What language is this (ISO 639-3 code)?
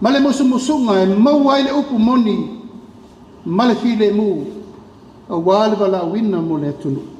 smo